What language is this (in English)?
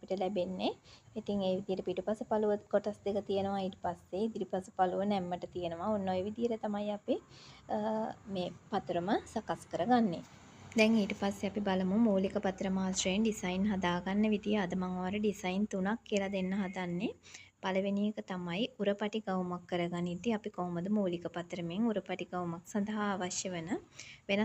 Sinhala